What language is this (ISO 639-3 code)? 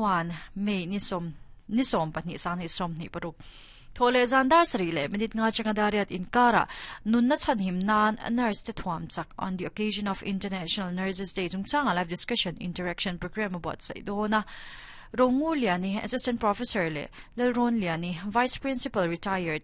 lus